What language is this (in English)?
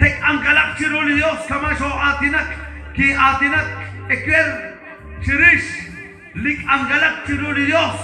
Kekchí